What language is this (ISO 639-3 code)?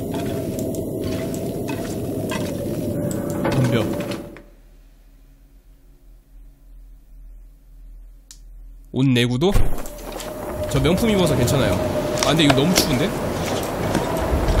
kor